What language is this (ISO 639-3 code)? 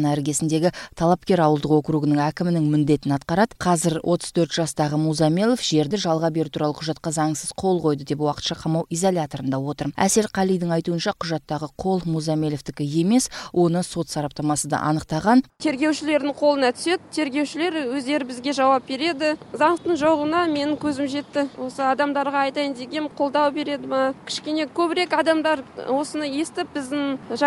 kir